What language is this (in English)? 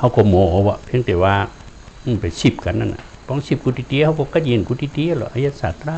Shan